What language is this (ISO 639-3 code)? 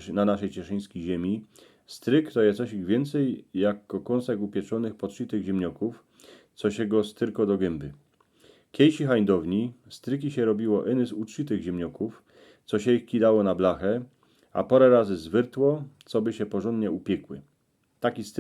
szl